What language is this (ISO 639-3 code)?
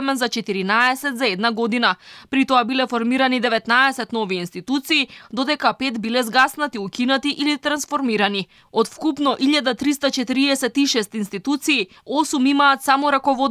mkd